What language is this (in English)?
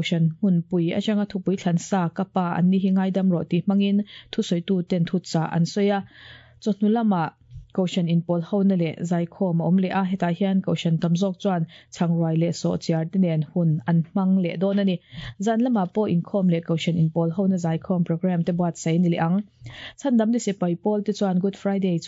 Mizo